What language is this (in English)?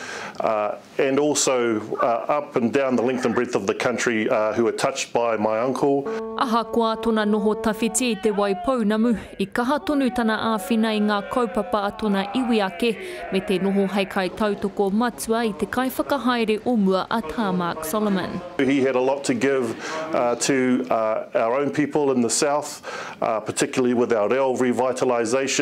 Māori